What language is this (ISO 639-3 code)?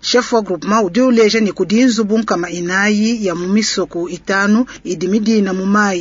lua